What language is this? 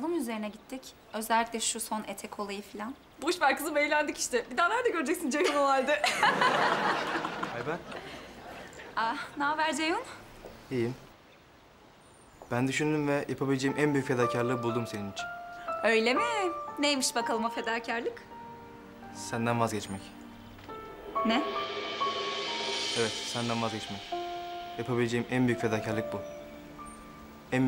Turkish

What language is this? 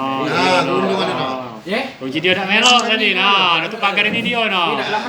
Musi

